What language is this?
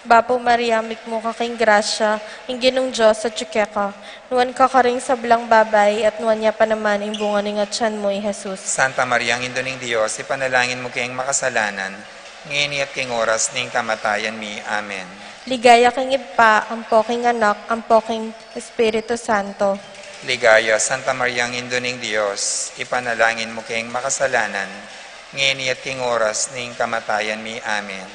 Pampanga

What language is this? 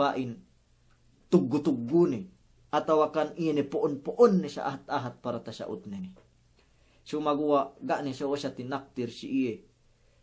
Yakan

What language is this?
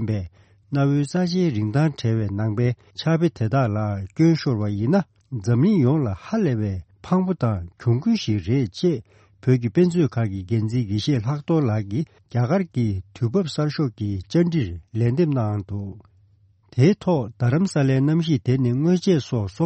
Tibetan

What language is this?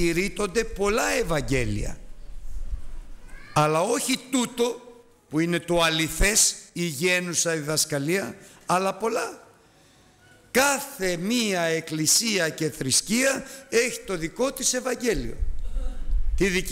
Greek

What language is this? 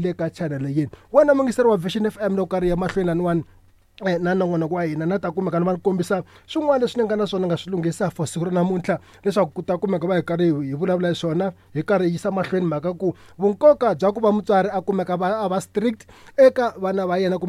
Tsonga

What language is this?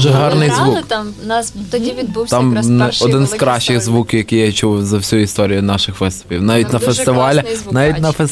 Ukrainian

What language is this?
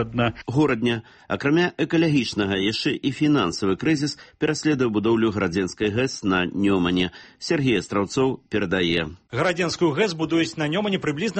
Belarusian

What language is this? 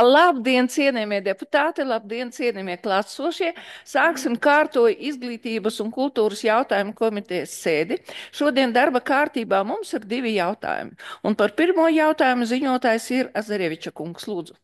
Latvian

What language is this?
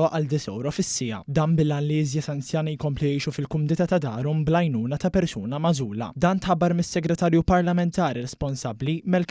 Maltese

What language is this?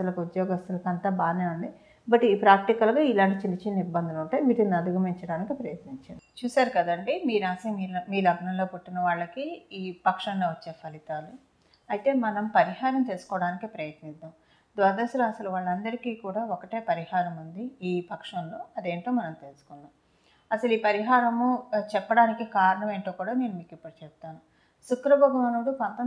Telugu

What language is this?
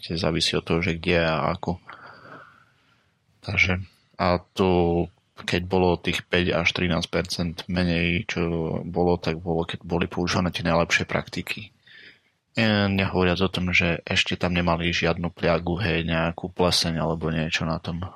Slovak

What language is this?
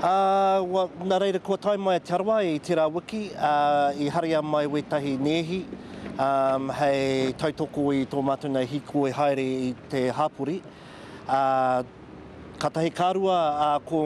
Māori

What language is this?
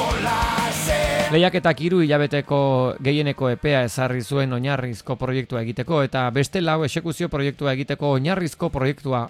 Basque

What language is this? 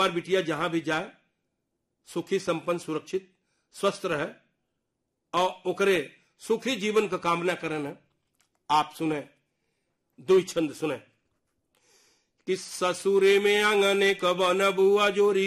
Bhojpuri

